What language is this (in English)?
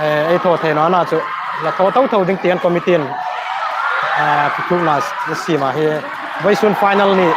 Hmar